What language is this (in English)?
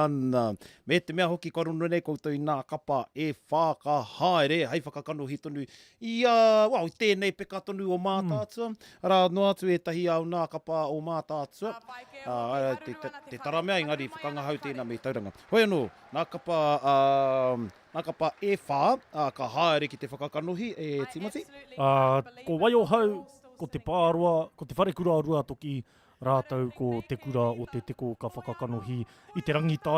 Māori